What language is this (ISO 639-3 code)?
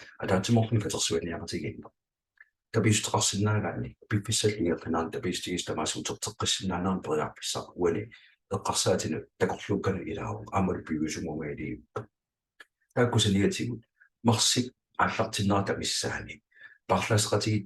kal